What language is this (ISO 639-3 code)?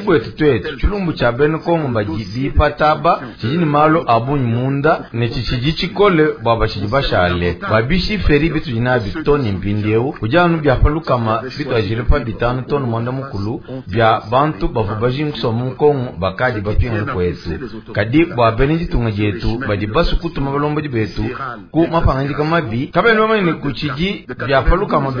lua